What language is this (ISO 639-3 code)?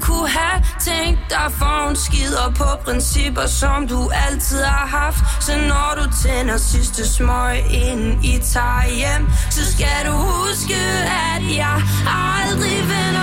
dan